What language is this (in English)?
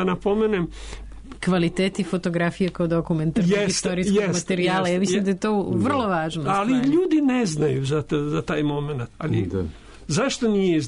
Serbian